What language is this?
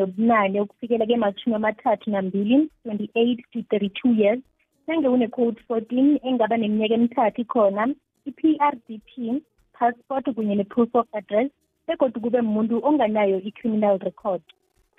South Ndebele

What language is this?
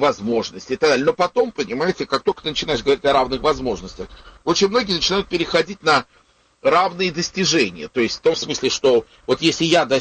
Russian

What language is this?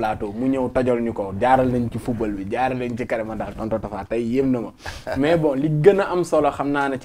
Wolof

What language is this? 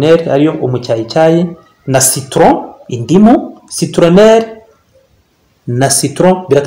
Kinyarwanda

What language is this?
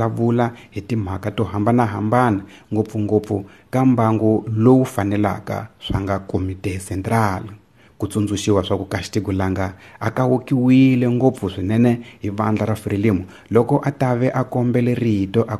Tsonga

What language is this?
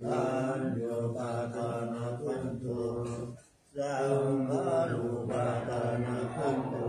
Pali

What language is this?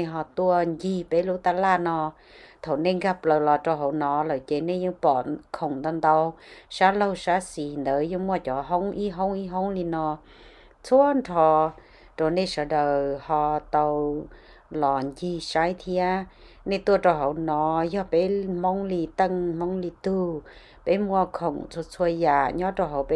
Hmong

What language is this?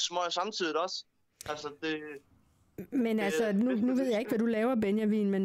Danish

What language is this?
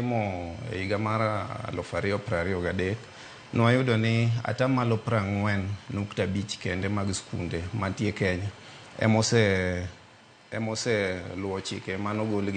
Luo (Kenya and Tanzania)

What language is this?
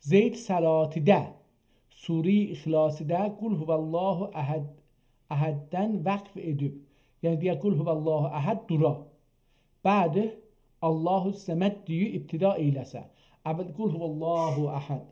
South Azerbaijani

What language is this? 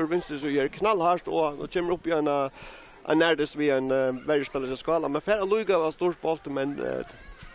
Faroese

